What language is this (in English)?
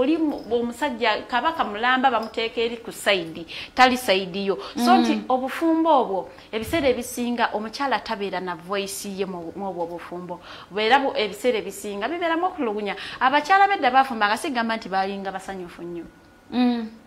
Ganda